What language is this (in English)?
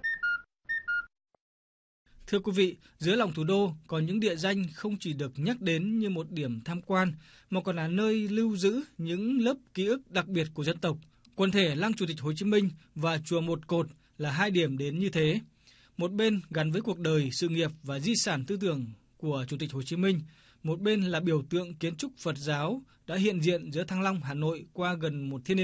Vietnamese